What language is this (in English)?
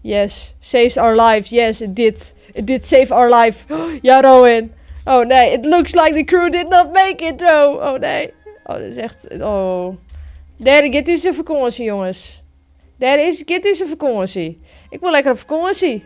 Western Frisian